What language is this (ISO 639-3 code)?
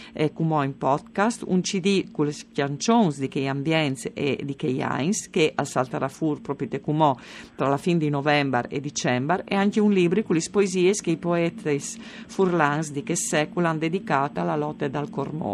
fur